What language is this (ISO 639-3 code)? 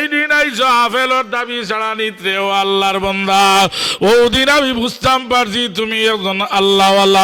syl